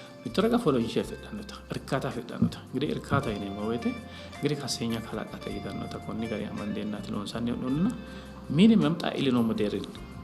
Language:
Sidamo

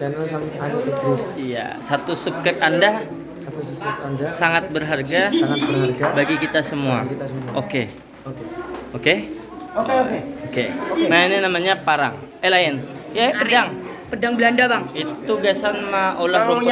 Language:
Banjar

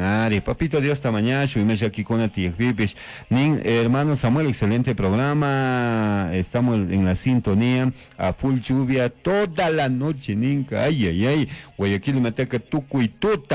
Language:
Chimborazo Highland Quichua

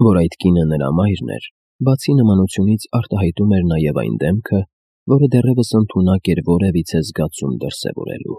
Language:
Armenian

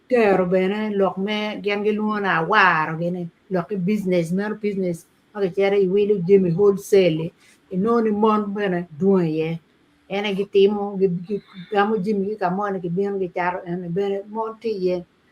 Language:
Acoli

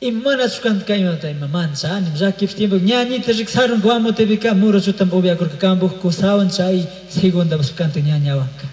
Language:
Chimborazo Highland Quichua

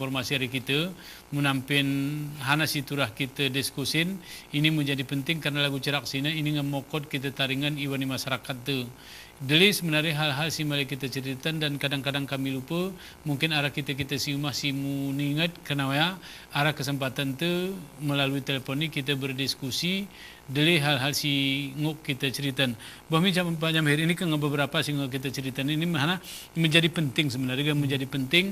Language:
Gayo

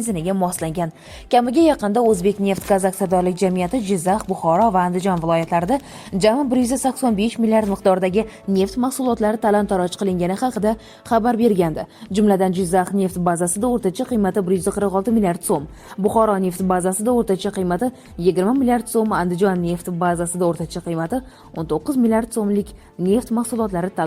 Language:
Uzbek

